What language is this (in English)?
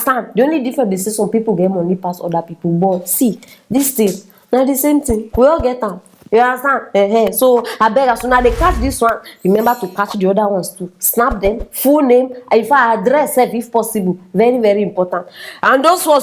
Nigerian Pidgin